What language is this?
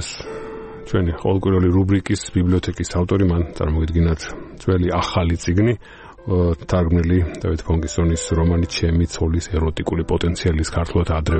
Georgian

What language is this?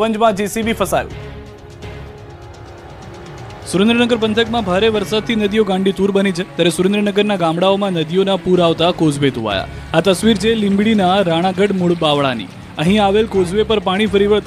Gujarati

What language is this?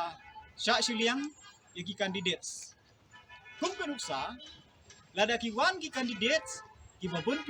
Khasi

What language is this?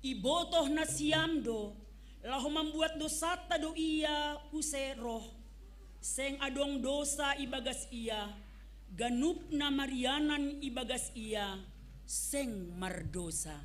Batak Simalungun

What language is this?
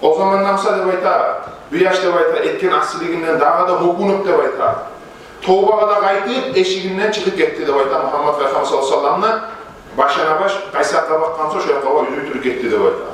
Kumyk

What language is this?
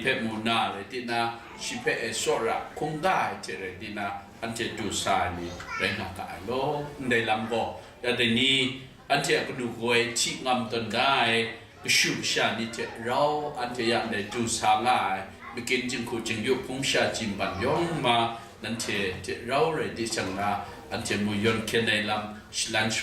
Kachin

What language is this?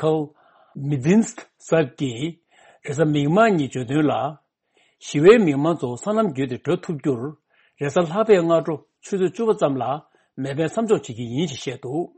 Tibetan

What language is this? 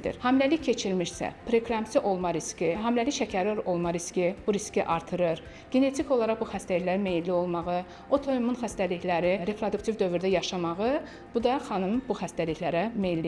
Azerbaijani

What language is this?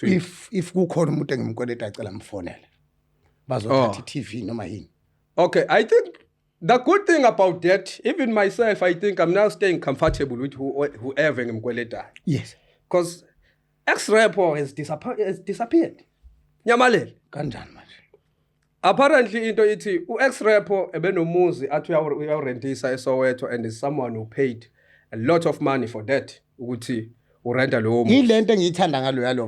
Zulu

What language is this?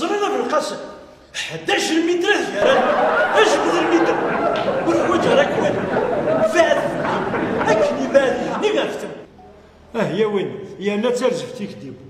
Kabyle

